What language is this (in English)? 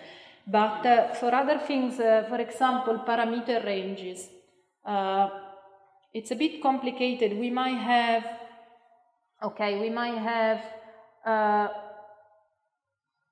English